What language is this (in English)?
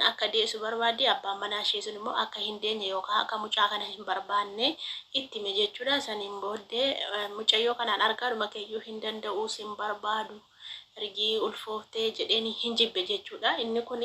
Oromo